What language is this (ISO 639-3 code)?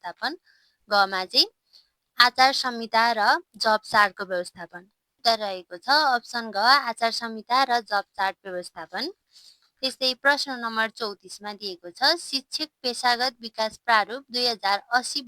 nep